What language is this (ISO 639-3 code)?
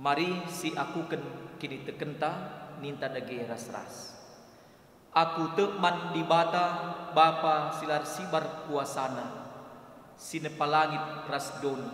btx